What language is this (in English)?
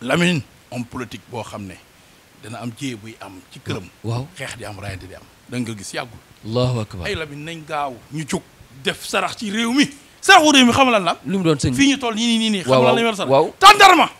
Wolof